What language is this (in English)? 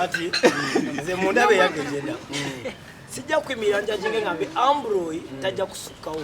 Nyankole